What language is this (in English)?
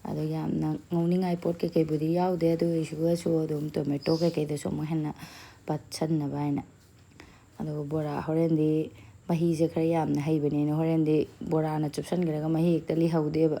Manipuri